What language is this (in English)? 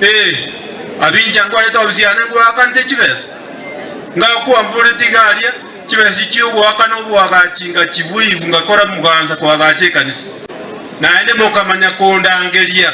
Gusii